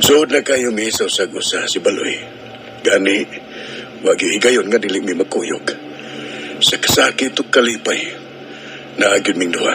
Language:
Cebuano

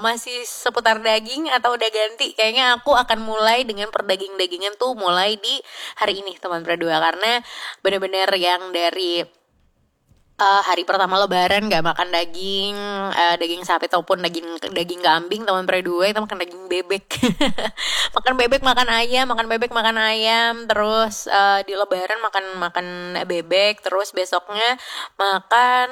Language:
Indonesian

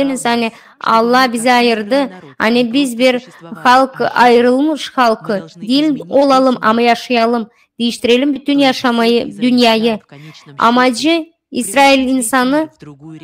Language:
Gagauz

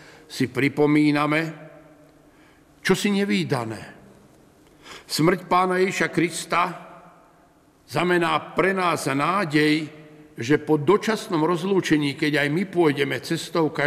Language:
Slovak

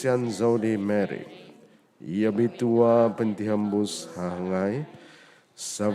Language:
Central Dusun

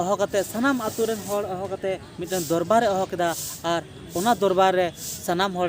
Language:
Santali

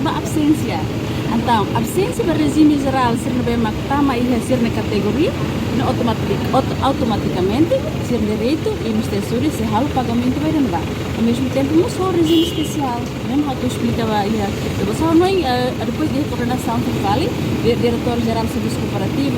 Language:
Tetum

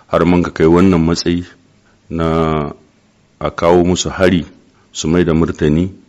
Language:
Hausa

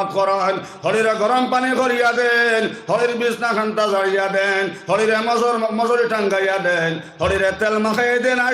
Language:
Sylheti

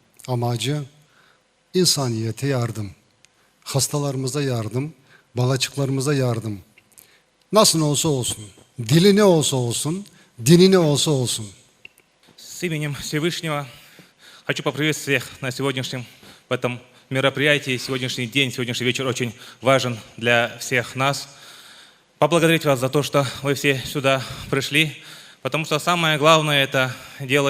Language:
Crimean Tatar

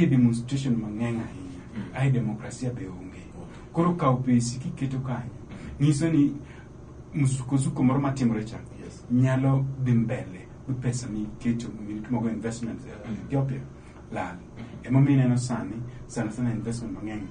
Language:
Luo (Kenya and Tanzania)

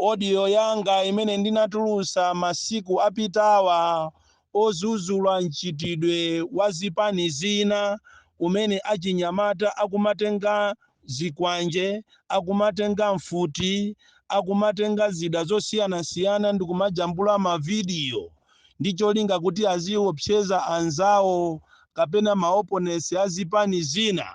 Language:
Nyanja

